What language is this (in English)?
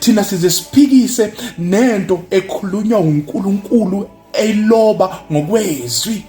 Zulu